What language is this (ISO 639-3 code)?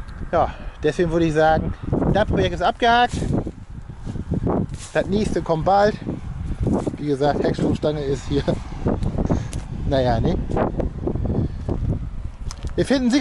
deu